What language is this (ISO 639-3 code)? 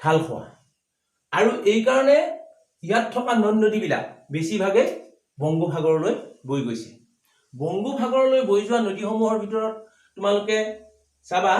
asm